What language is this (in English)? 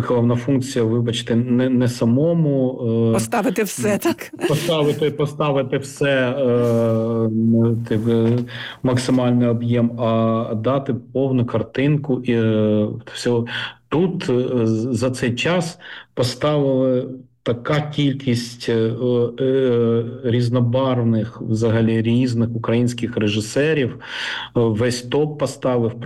Ukrainian